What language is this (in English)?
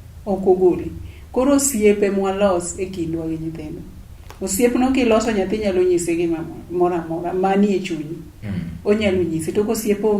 Luo (Kenya and Tanzania)